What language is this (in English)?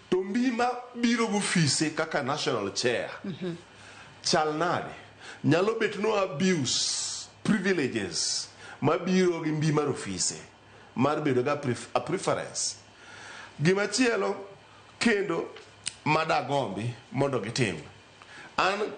Luo (Kenya and Tanzania)